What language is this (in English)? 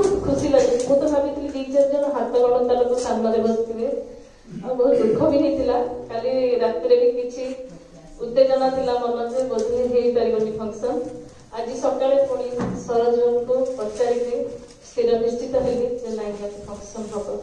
Odia